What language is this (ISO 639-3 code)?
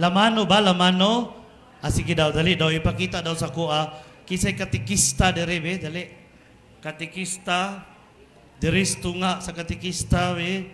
ceb